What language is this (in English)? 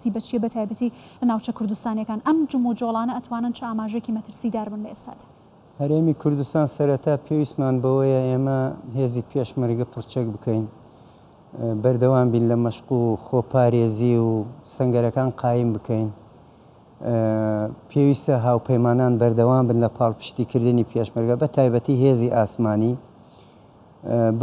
Central Kurdish